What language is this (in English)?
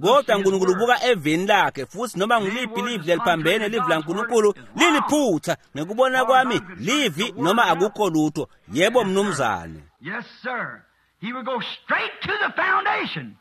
Swati